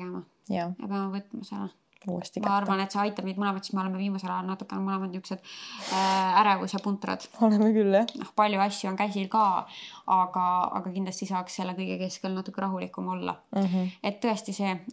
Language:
Estonian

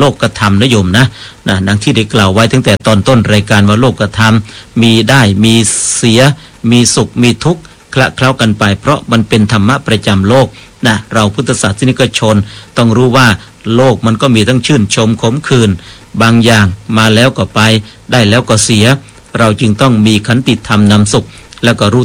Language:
Thai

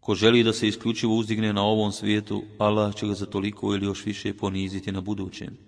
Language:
Bosnian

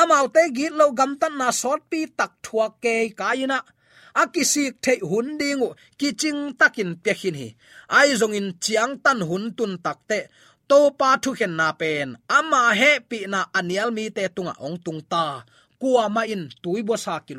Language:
Tedim Chin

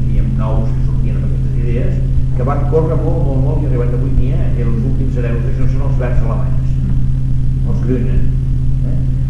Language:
Catalan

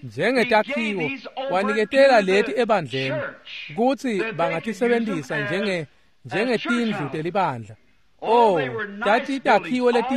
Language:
Swati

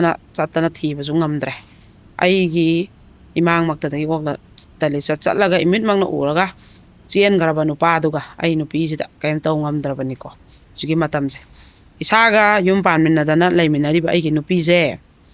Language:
Manipuri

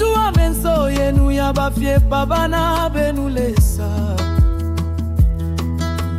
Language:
Bemba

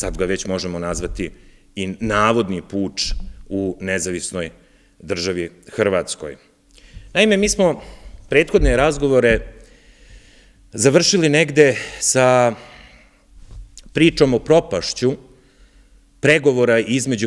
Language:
Serbian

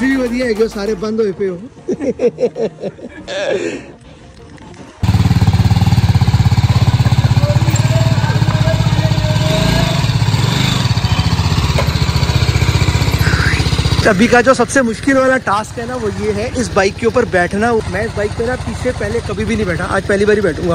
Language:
Hindi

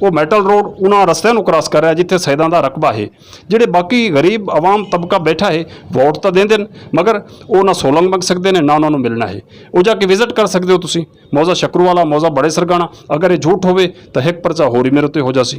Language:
Saraiki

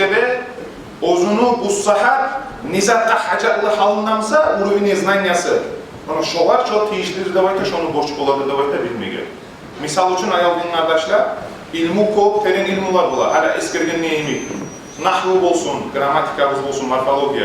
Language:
Kumyk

